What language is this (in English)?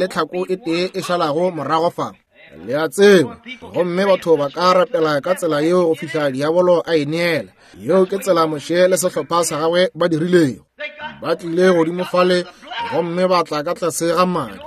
Northern Sotho